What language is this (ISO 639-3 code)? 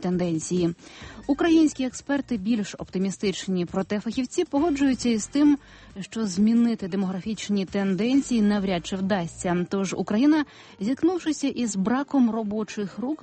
ukr